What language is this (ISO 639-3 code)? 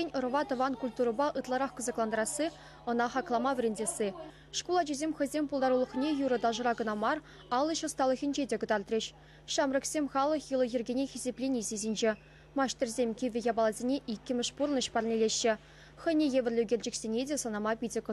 chv